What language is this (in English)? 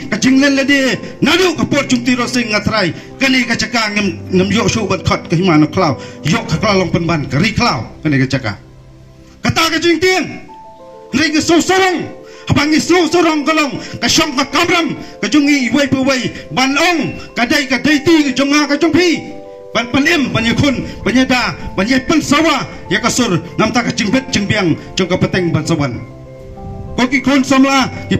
Khasi